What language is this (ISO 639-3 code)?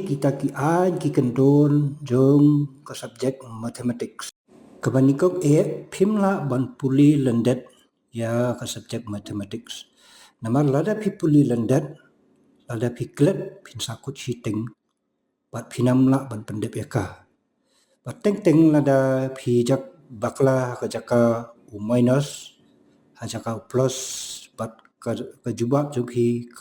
kha